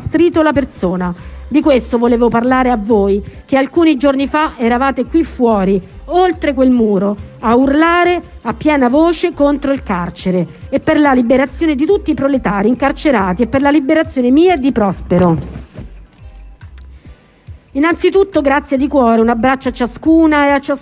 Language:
Italian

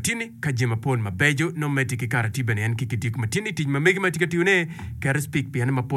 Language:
Acoli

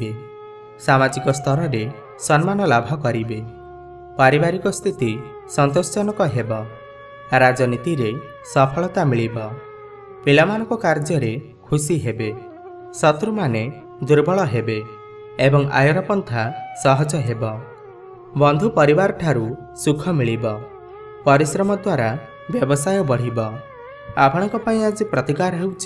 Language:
Odia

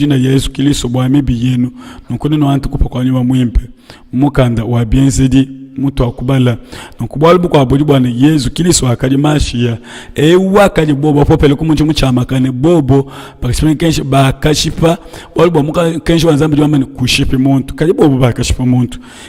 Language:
Luba-Lulua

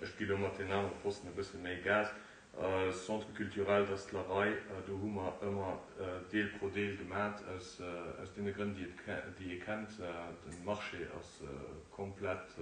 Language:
Luxembourgish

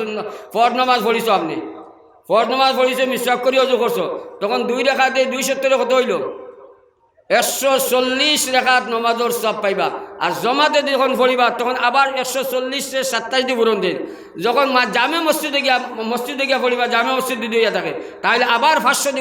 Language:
Sylheti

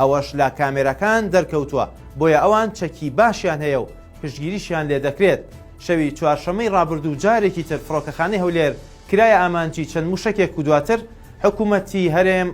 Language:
Central Kurdish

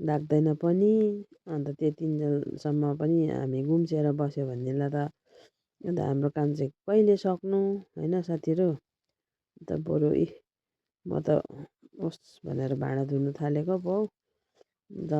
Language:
Nepali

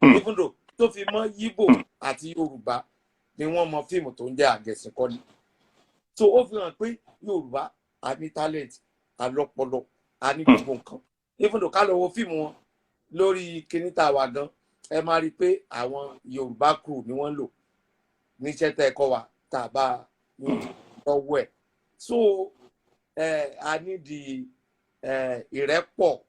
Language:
Yoruba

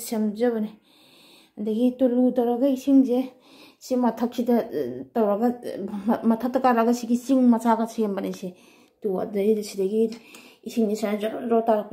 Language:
Manipuri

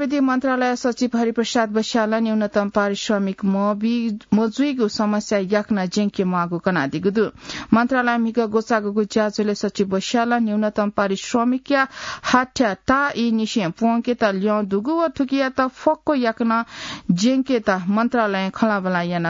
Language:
Newari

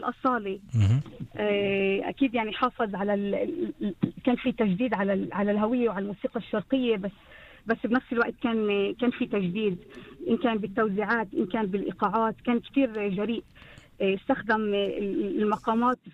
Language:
North Levantine Arabic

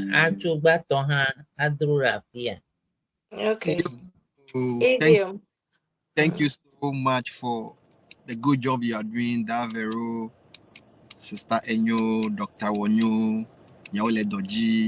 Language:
Ewe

